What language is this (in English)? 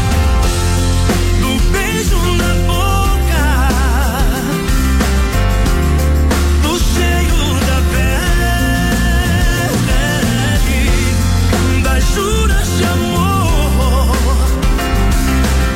Portuguese